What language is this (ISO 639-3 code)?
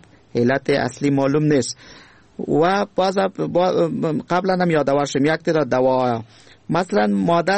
fas